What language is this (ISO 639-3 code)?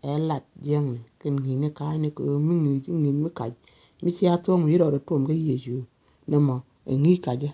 nus